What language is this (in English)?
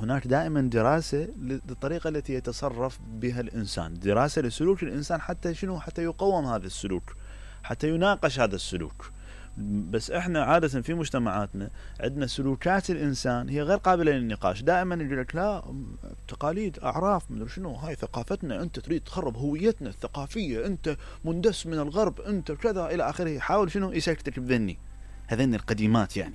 Mesopotamian Arabic